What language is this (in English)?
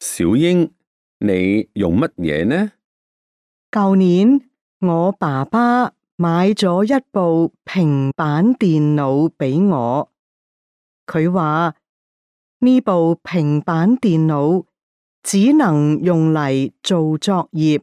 Cantonese